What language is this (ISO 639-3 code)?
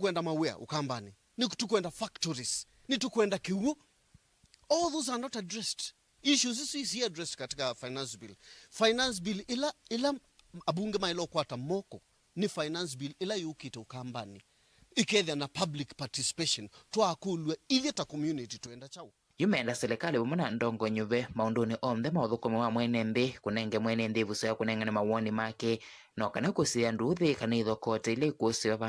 kam